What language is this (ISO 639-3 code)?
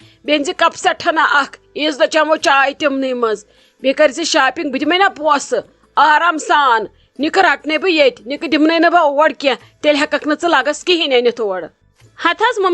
kas